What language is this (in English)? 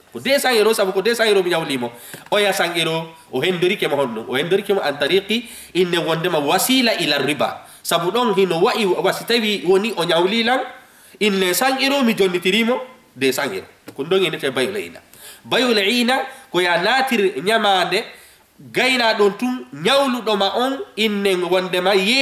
Fula